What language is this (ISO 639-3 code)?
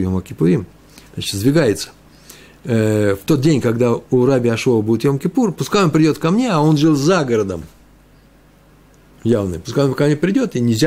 rus